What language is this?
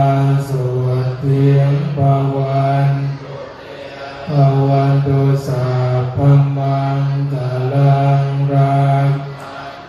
Pali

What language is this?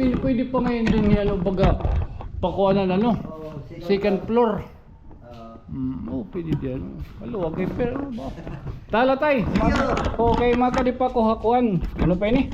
Waray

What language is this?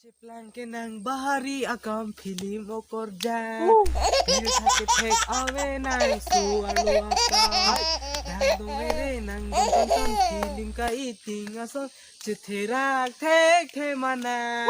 Karbi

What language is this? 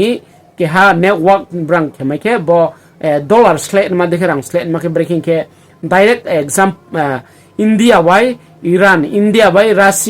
Riang (India)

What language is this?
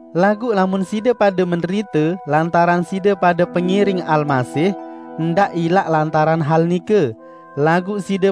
Sasak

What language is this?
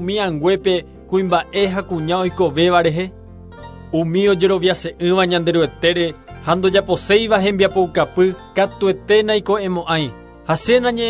Guarani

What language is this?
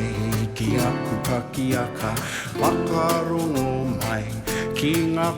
Māori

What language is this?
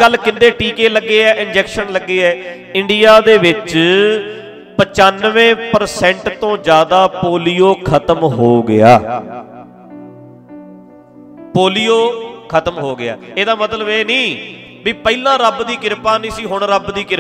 Punjabi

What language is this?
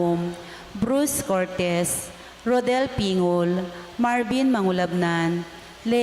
Pampanga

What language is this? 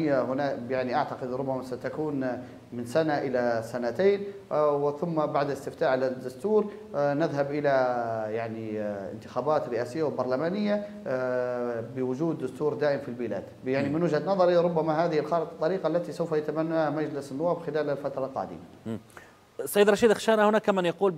Arabic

